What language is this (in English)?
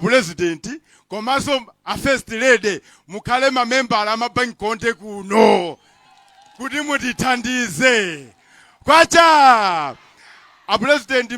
Nyanja